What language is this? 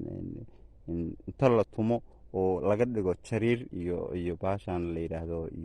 Somali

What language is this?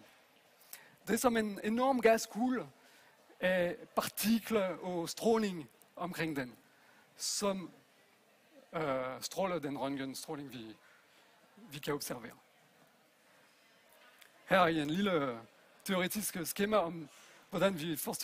Danish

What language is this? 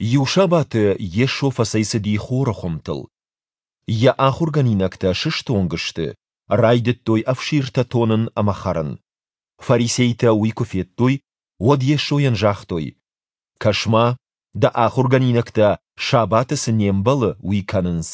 Ossetic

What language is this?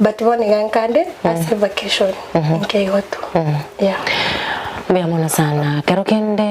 Gusii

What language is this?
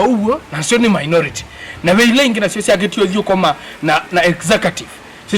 Kamba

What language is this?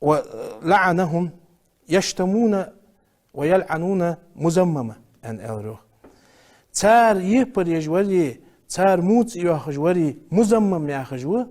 Ingush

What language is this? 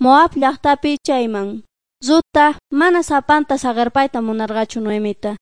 Quechua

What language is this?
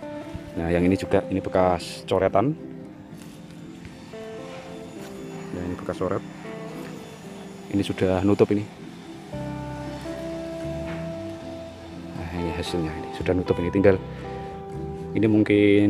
Indonesian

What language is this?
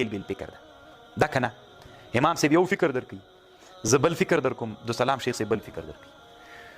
Pashto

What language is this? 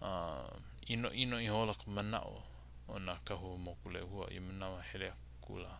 Hawaiian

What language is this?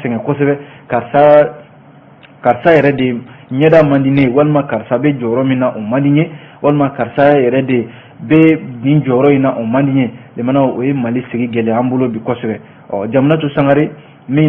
Bambara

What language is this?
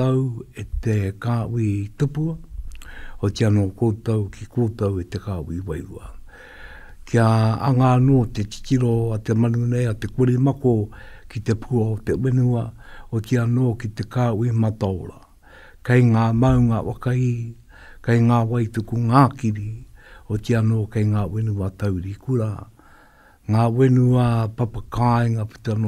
Māori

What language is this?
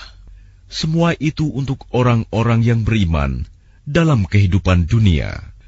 Indonesian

